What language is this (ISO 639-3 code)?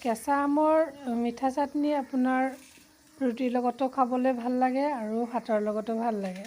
asm